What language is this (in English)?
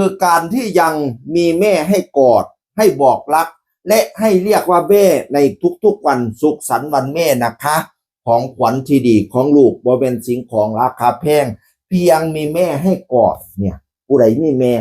Northeastern Thai